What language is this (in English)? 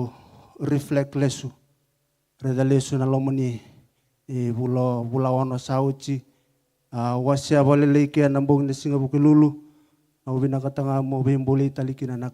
Fijian